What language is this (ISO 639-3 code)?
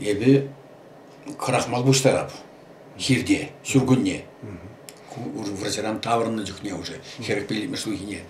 chv